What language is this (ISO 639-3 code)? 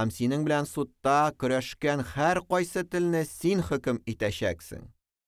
tat